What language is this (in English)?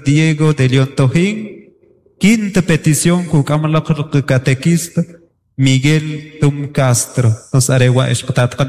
Kʼicheʼ